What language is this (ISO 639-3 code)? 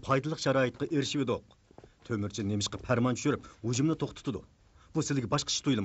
uig